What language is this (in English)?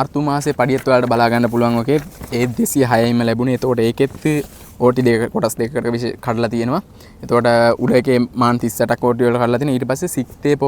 Sinhala